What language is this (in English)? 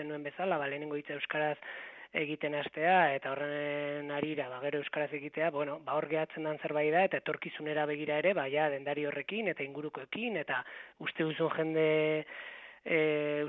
Basque